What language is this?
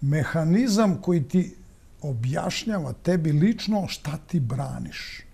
Serbian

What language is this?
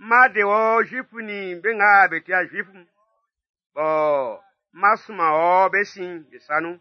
Baoulé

